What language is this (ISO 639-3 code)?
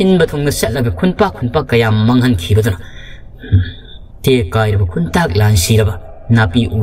mni